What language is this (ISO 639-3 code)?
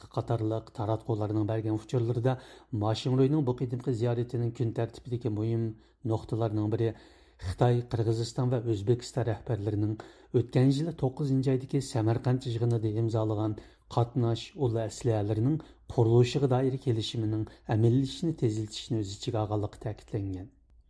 uig